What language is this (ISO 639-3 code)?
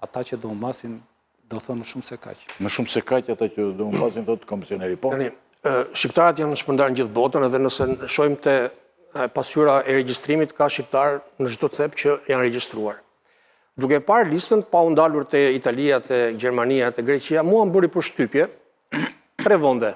sqi